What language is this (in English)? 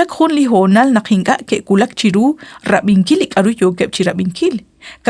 Kekchí